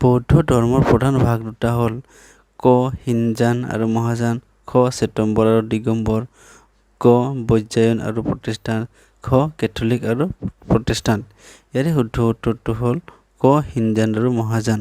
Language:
Assamese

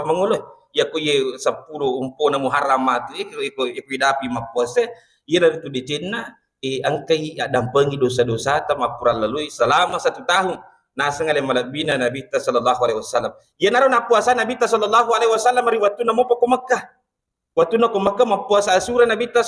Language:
Buginese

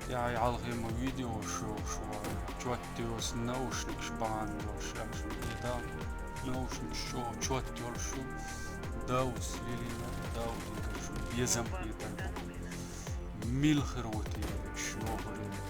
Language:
Chechen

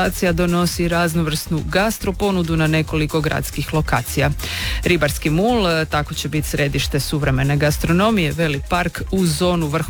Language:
Croatian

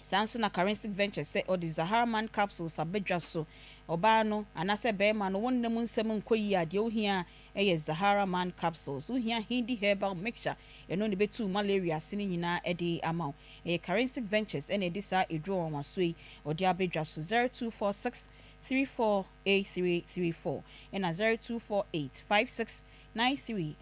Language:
Akan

